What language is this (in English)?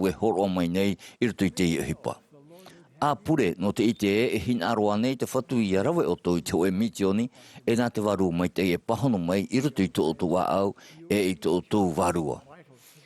Tahitian